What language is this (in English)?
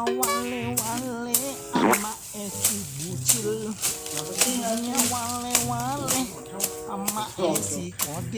Minangkabau